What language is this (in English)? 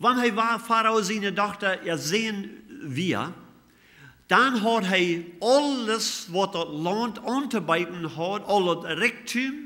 Plautdietsch